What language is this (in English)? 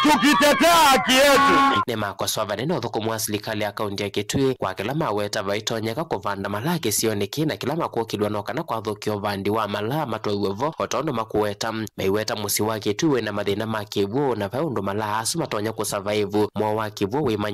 Kamba